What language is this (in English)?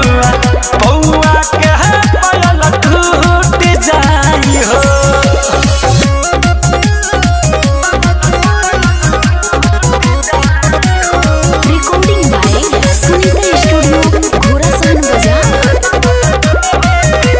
Bhojpuri